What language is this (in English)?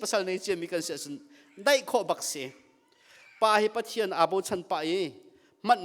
Hakha Chin